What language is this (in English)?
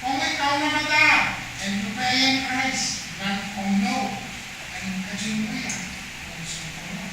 Pohnpeian